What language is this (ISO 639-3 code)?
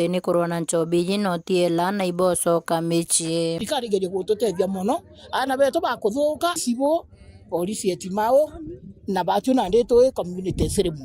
mer